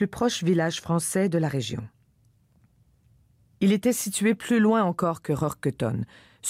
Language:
French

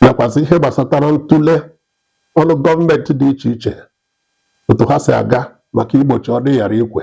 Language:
Igbo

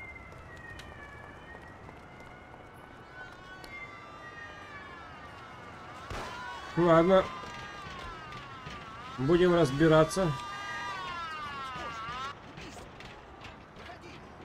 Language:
Russian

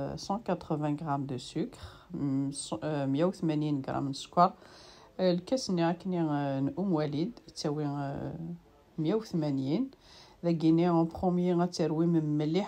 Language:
Kabyle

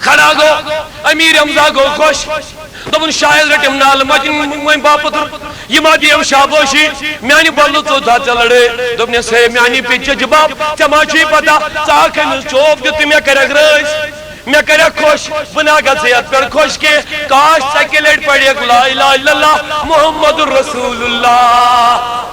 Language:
Kashmiri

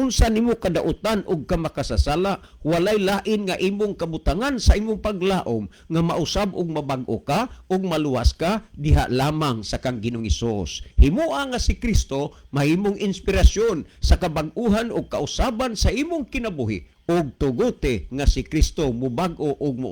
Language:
Cebuano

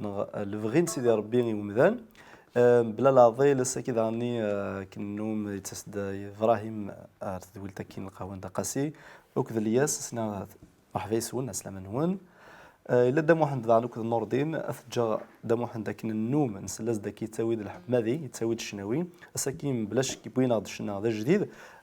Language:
Kabyle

